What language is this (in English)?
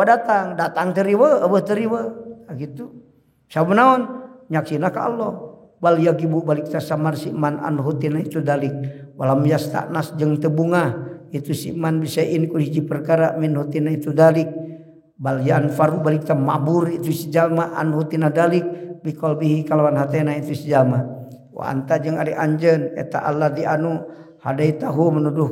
Sundanese